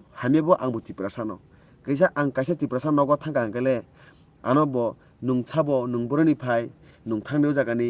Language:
Kok Borok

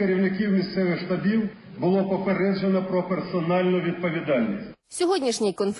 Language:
Ukrainian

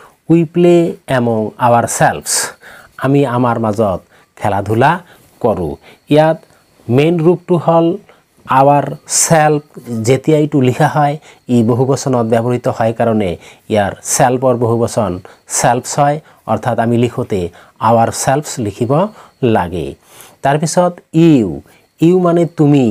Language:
Assamese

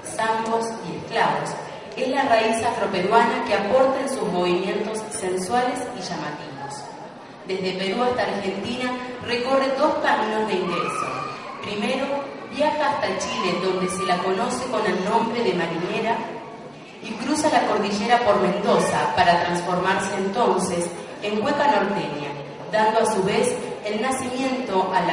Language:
Spanish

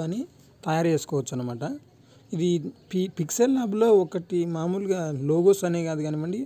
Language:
Telugu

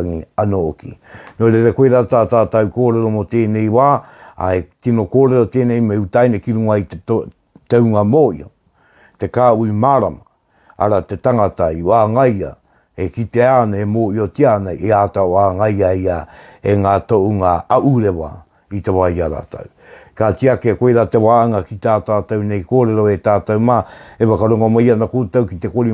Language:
Māori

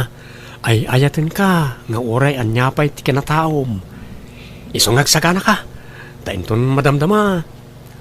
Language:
Iloko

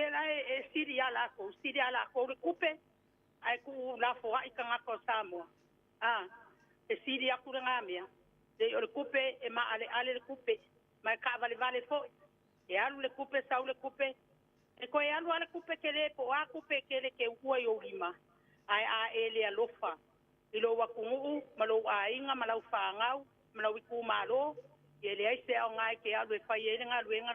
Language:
Samoan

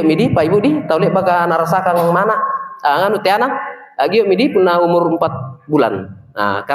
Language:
Makasar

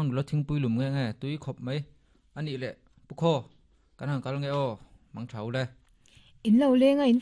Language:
Mizo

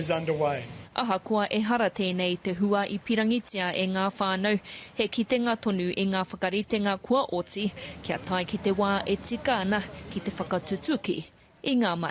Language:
Māori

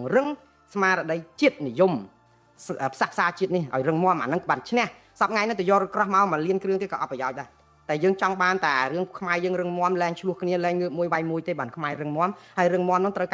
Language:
Khmer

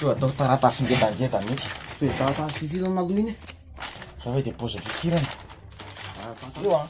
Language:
Malagasy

